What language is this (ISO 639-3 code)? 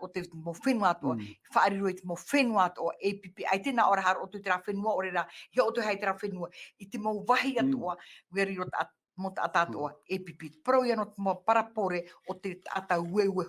tah